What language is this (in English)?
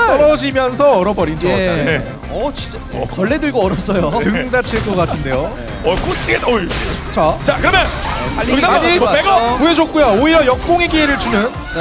Korean